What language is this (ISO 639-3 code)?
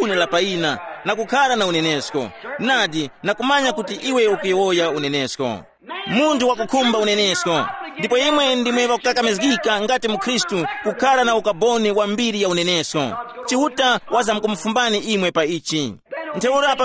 tum